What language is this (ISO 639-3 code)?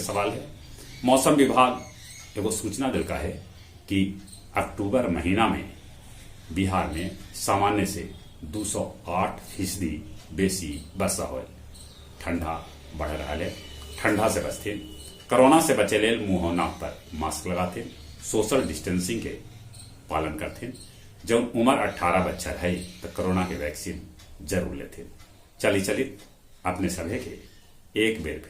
mag